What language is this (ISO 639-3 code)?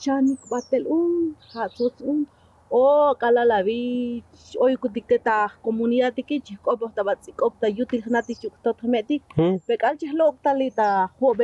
tzo